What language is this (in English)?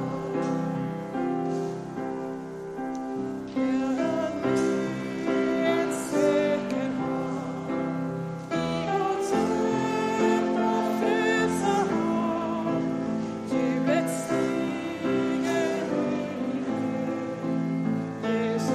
Swedish